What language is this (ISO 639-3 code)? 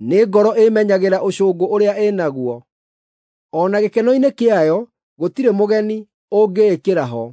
kik